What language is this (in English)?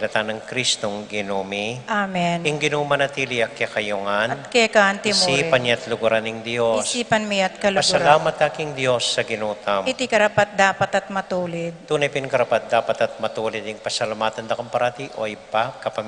Pampanga